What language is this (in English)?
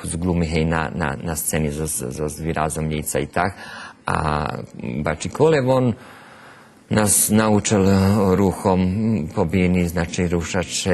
Rusyn